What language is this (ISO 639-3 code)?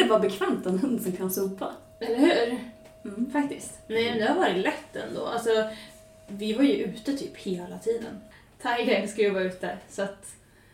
swe